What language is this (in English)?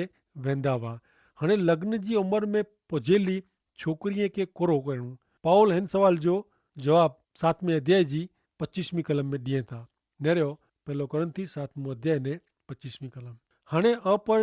Kachhi